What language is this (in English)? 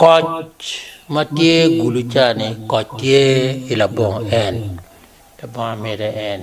Acoli